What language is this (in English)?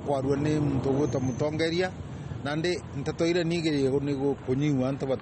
Meru